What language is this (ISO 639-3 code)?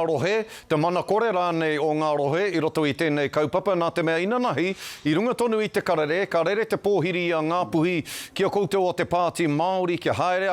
mri